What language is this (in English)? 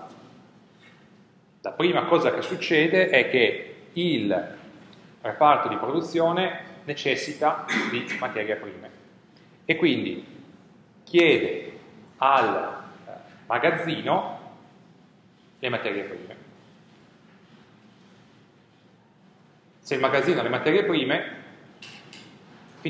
Italian